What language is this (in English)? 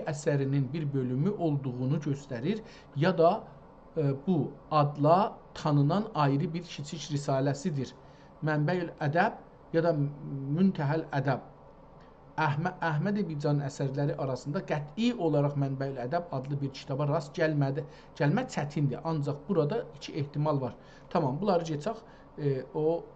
South Azerbaijani